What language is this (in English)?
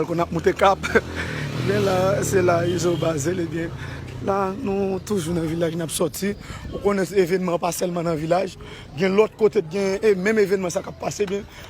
Haitian Creole